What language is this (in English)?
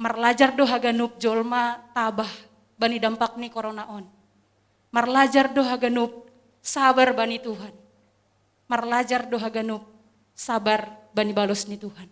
Batak Simalungun